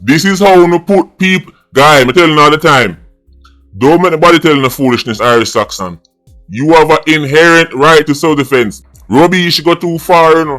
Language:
Jamaican Creole English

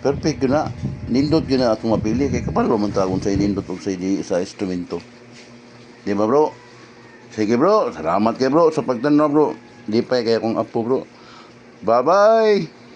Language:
Cebuano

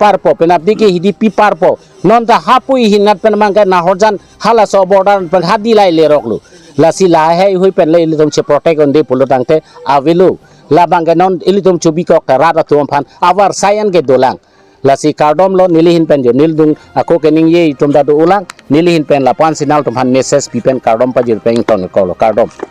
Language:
Karbi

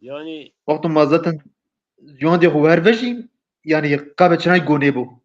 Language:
Zaza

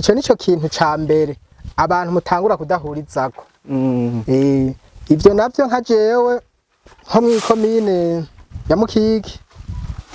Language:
Rundi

